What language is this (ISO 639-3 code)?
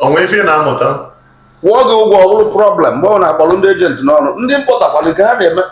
ibo